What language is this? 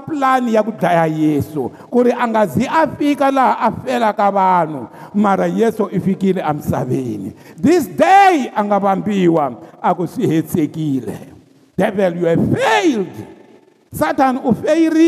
Tsonga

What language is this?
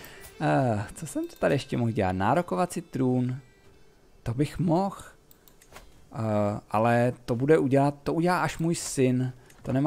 Czech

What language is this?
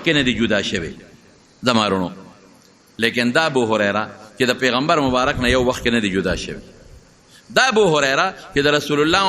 Pashto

